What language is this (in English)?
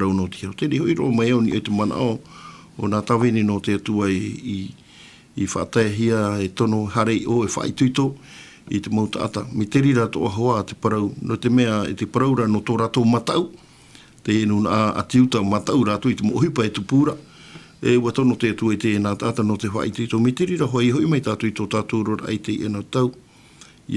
Tahitian